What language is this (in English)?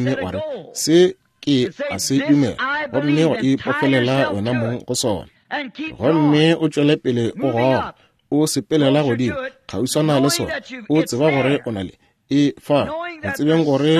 Northern Sotho